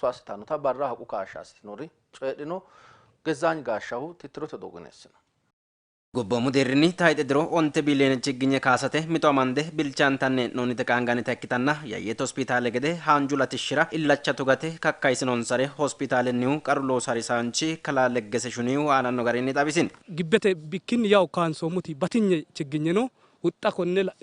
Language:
Sidamo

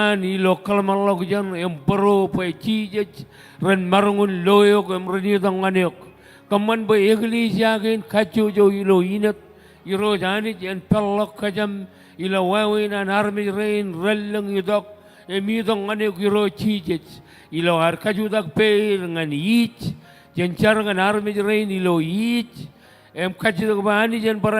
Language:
Marshallese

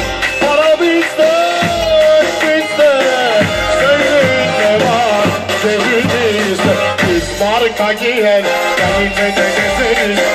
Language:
Turkish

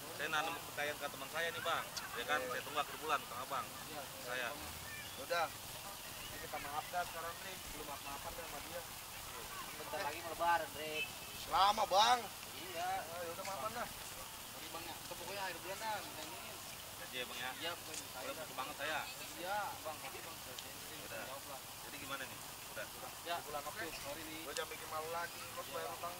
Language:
Betawi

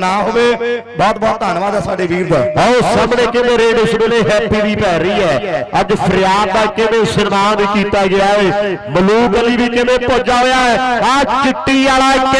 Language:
Punjabi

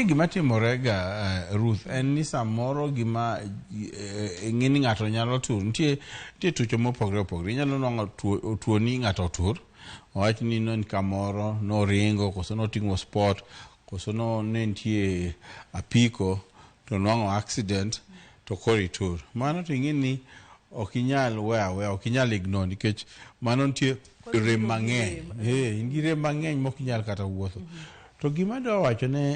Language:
Luo (Kenya and Tanzania)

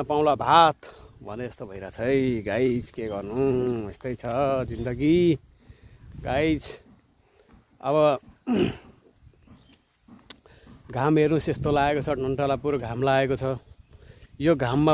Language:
Nepali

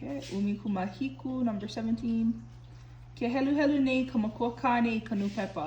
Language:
Hawaiian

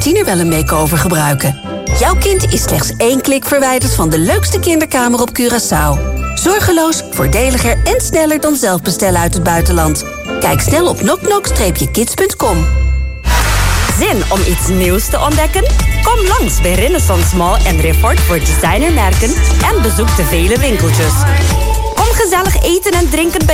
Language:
Dutch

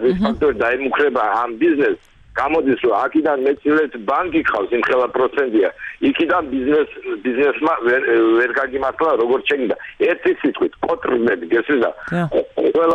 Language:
Georgian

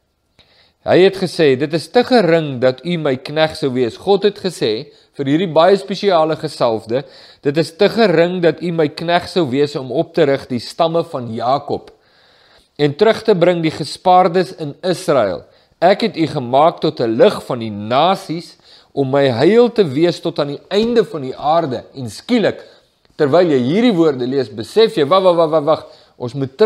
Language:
Afrikaans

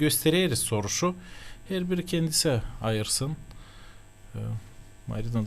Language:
Gagauz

